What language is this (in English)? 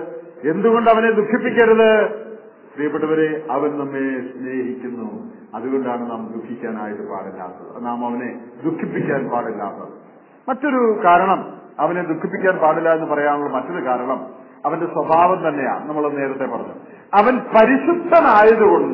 Malayalam